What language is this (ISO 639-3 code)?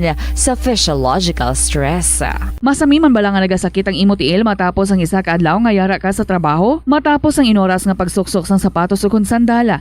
hil